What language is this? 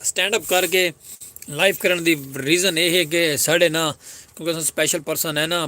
Saraiki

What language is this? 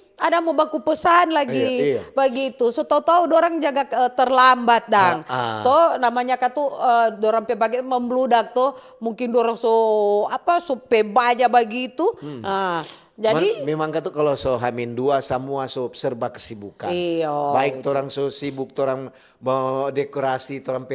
Manado Malay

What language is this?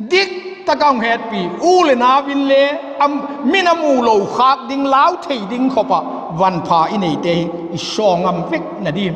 Vaiphei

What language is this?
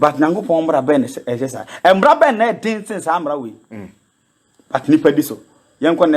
Akan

